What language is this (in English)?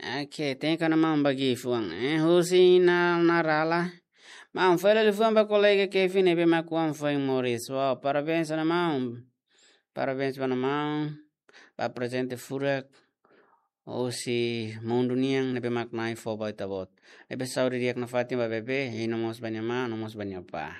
Tetum